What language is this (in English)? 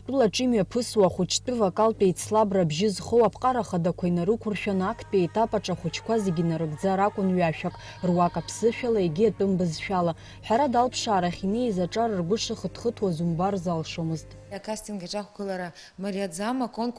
Abkhazian